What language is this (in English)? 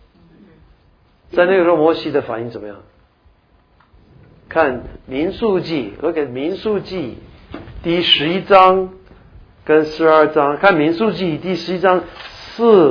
Chinese